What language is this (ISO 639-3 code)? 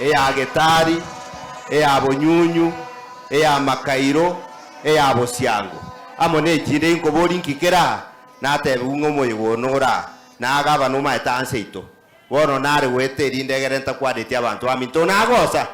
guz